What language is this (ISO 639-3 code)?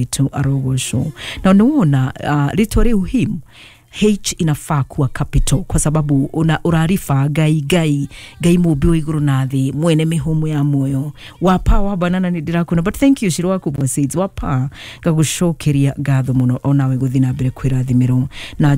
kik